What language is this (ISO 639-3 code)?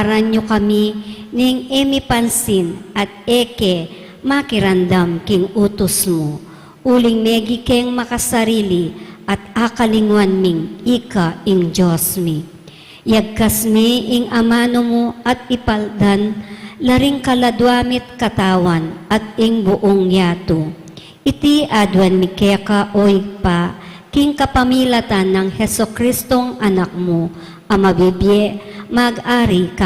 pam